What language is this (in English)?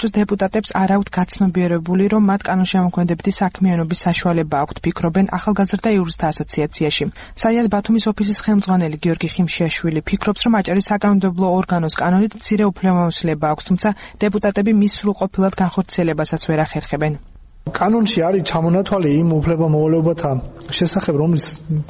Georgian